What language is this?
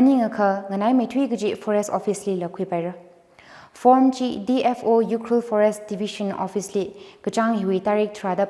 Tangkhul Naga (India)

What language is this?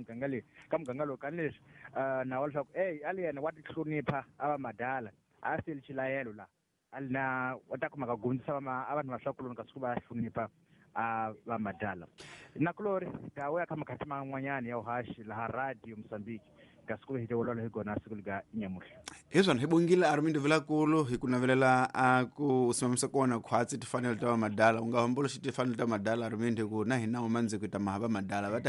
Tsonga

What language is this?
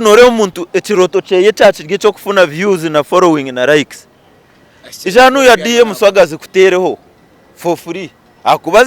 Nyankole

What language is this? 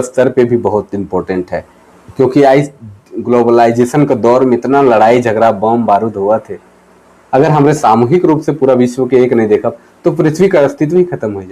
Sadri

